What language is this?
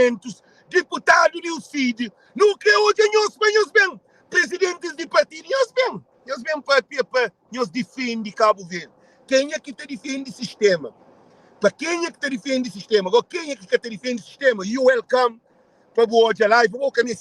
Kabuverdianu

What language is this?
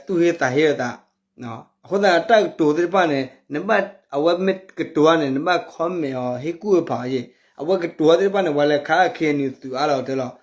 S'gaw Karen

